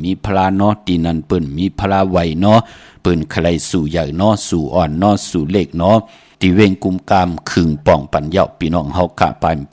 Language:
Shan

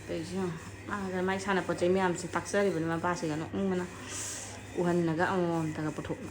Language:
Manipuri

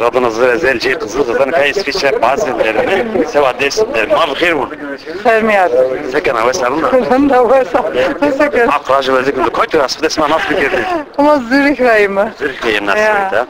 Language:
Zaza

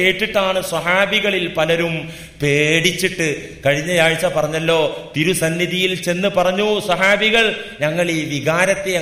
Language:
Malayalam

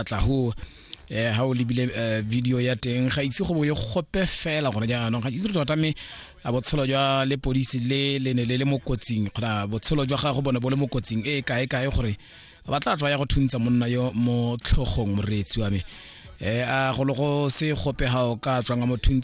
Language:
Tswana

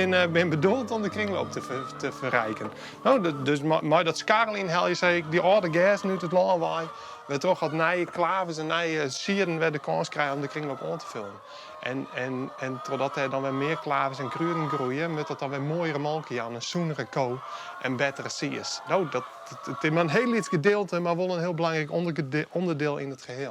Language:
Western Frisian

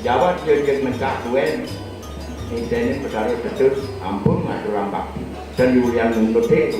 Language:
Balinese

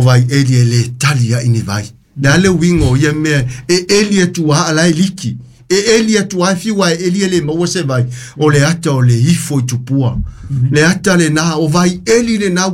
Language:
Samoan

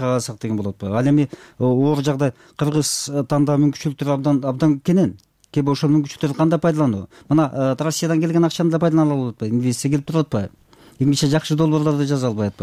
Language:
Kyrgyz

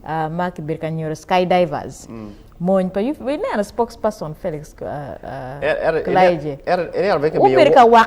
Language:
Acoli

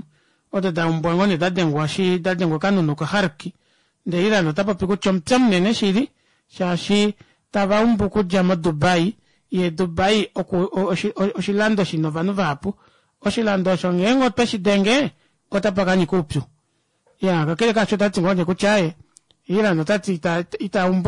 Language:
Kuanyama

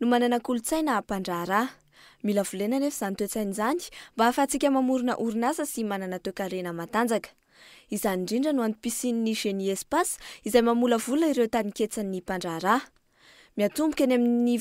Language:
Malagasy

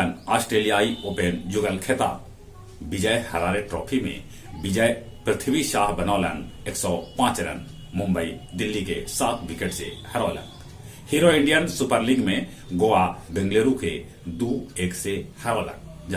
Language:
Magahi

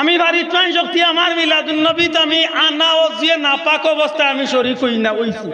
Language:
Sylheti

